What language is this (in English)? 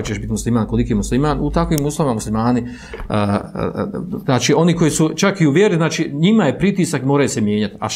Bosnian